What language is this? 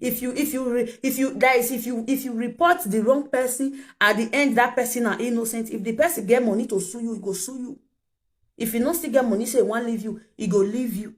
Nigerian Pidgin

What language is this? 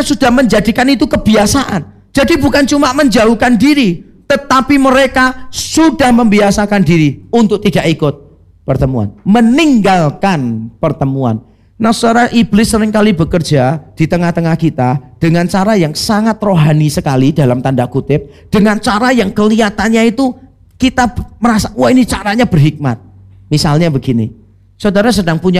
Indonesian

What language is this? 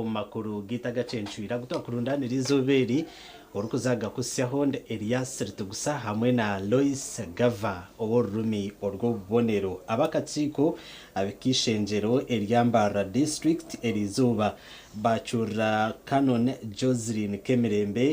Nyankole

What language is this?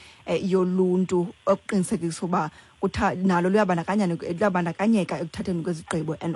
Xhosa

